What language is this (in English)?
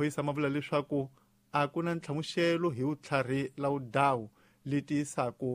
Tsonga